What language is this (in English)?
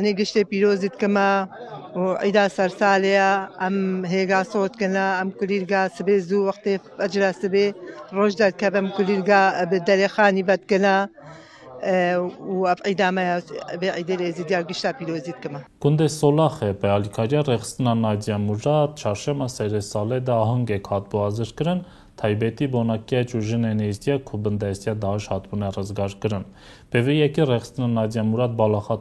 Kurdish